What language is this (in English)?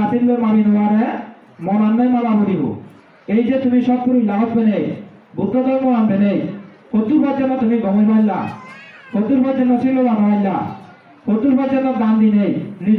Chakma